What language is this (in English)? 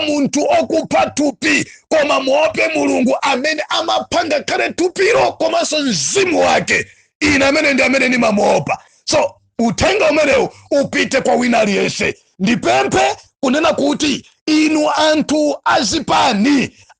Nyanja